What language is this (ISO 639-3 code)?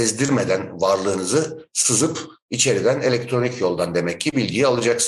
tur